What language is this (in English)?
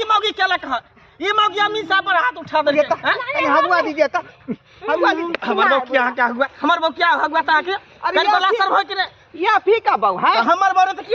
Maithili